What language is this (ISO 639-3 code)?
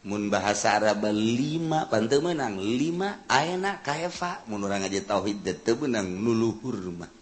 sun